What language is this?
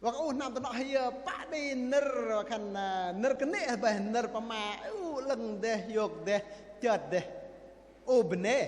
Bahnar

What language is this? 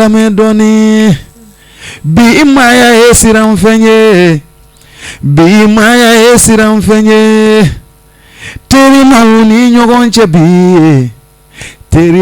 Bambara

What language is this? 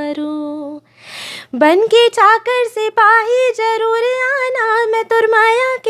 Chhattisgarhi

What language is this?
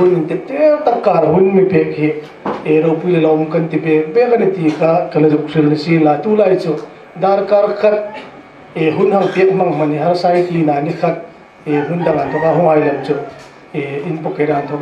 Hmar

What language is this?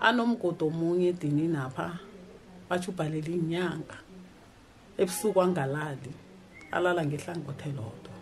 South Ndebele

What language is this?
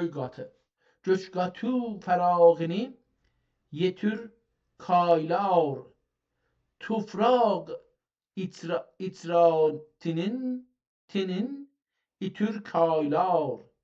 South Azerbaijani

